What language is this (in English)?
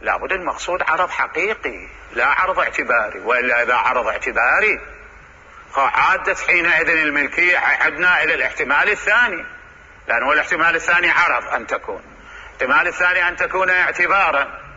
Mesopotamian Arabic